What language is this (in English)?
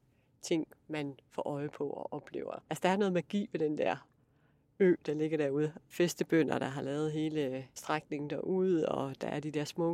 Danish